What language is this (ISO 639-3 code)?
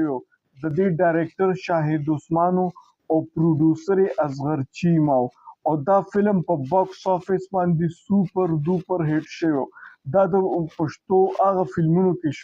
pus